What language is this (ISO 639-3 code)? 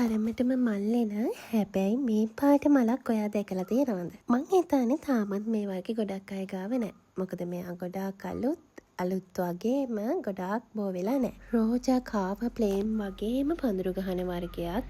sin